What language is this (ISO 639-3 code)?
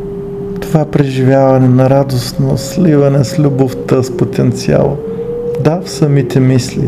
bul